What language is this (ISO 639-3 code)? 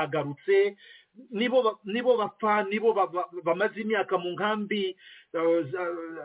kin